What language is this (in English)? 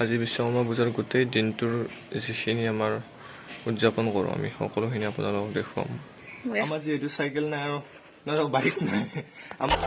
Assamese